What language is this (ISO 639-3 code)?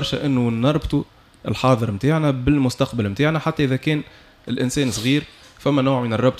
aeb